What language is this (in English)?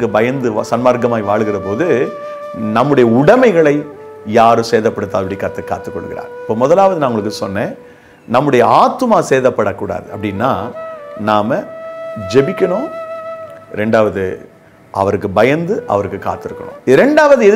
Tamil